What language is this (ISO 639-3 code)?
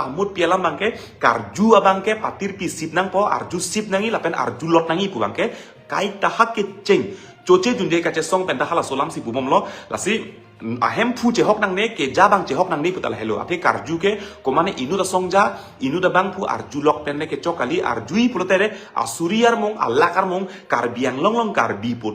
mjw